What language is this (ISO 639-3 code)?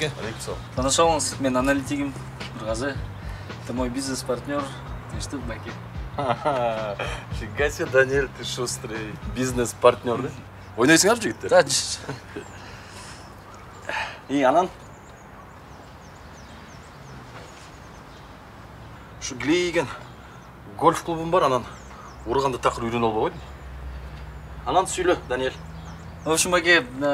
kir